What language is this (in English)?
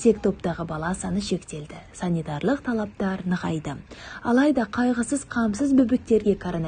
Kazakh